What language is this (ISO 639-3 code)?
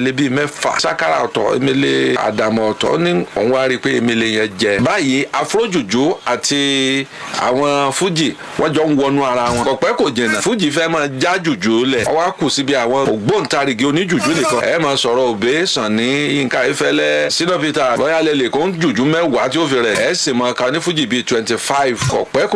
yor